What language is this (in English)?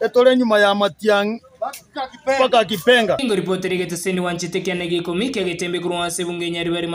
Gusii